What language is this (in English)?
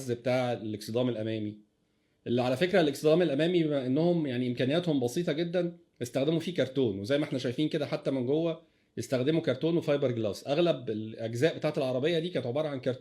Egyptian Arabic